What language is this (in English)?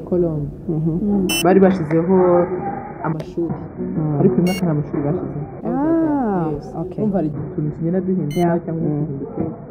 Kinyarwanda